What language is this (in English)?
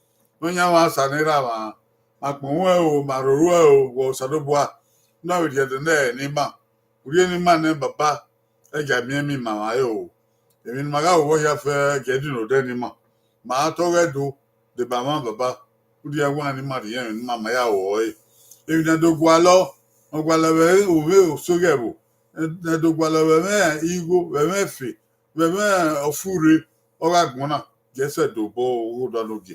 Bini